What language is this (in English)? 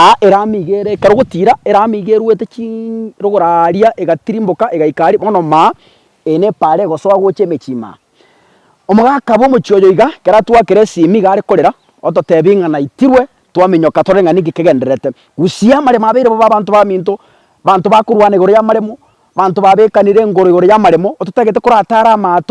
Gusii